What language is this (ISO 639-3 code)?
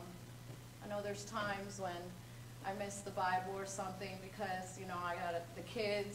eng